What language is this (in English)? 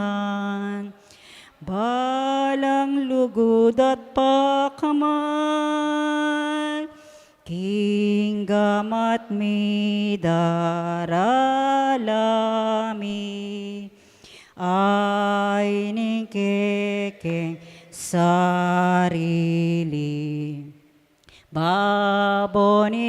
Pampanga